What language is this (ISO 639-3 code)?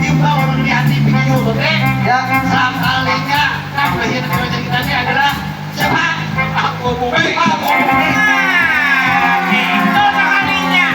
bjn